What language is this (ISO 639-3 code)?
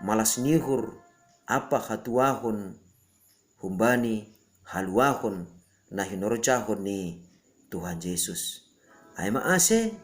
bts